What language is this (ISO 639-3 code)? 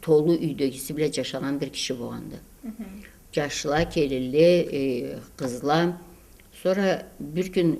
krc